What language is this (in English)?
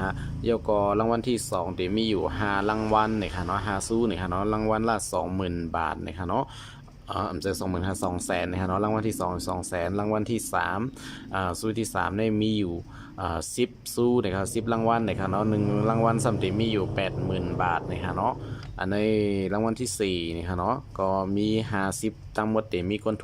Shan